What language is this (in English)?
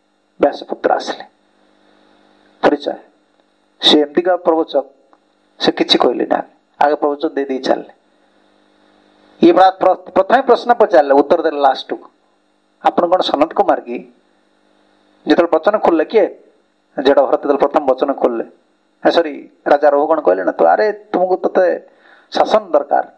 Odia